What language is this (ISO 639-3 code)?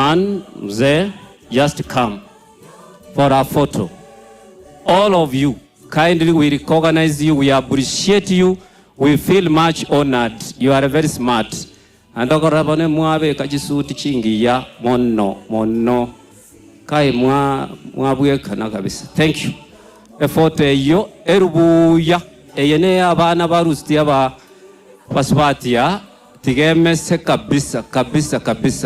guz